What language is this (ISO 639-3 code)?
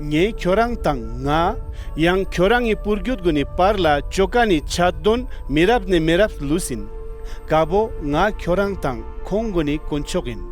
lbj